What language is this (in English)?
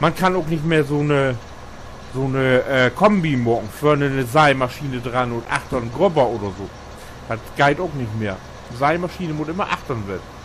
Low German